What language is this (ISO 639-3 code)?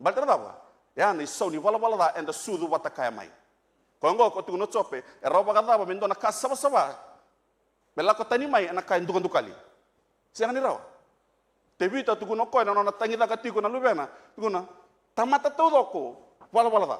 fij